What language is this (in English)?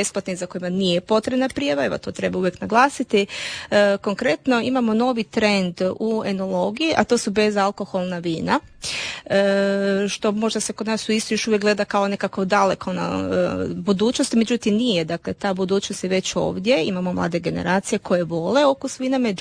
Croatian